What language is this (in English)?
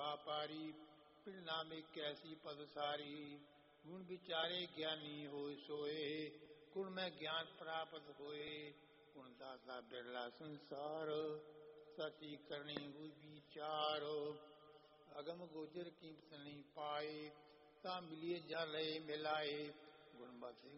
Punjabi